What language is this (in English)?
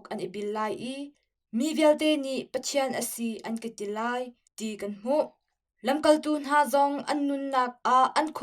Hakha Chin